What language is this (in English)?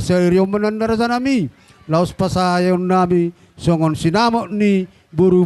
Batak Toba